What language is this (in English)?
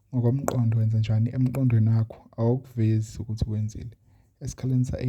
Zulu